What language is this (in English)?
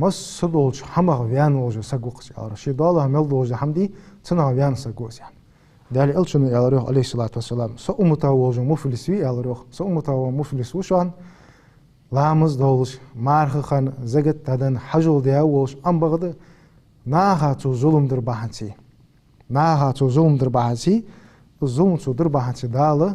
Ingush